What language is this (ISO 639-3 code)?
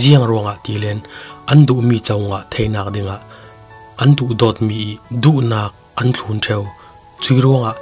cfm